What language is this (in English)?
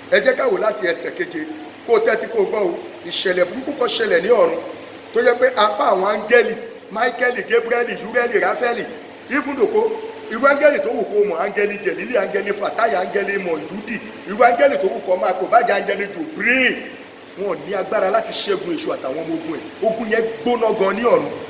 Yoruba